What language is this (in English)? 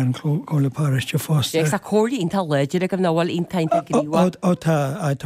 Irish